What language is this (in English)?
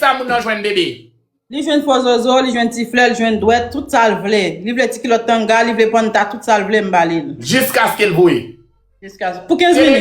Haitian Creole